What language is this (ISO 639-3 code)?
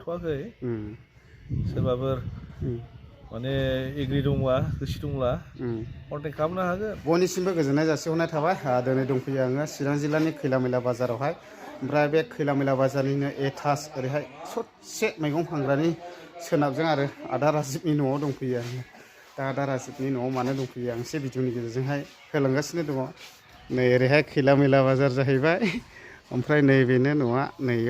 brx